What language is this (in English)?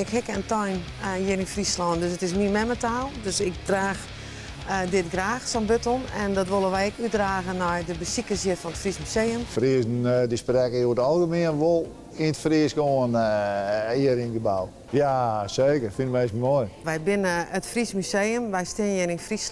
Western Frisian